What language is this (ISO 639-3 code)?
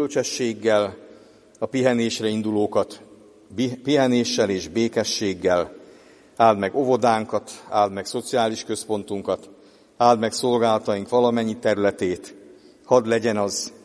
hun